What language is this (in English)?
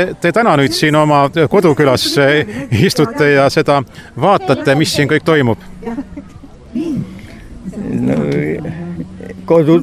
Estonian